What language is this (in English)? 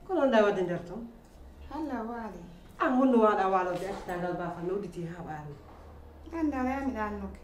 Pular